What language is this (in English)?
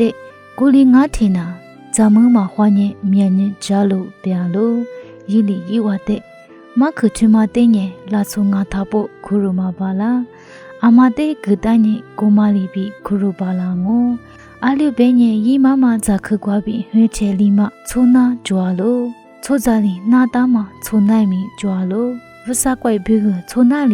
Lisu